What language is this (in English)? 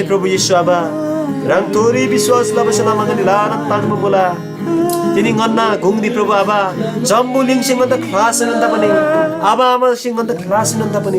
Eastern Tamang